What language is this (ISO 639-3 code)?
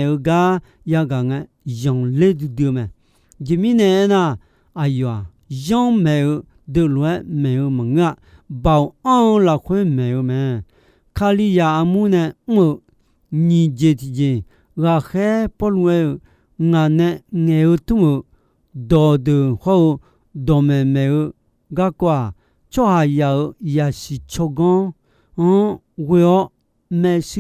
ahk